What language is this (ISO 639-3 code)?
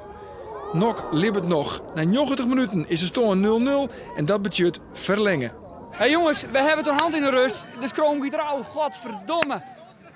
fry